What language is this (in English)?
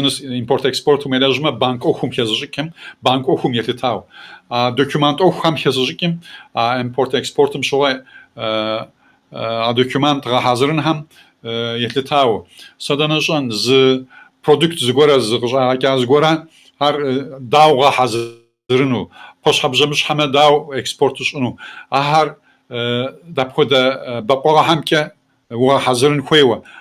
Kabardian